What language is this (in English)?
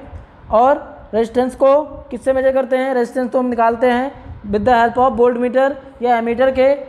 Hindi